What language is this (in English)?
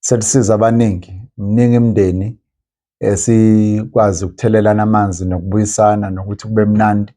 Zulu